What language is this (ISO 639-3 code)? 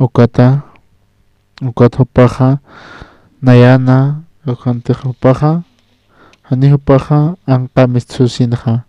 aym